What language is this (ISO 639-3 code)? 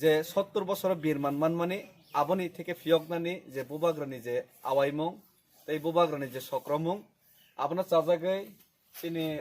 trp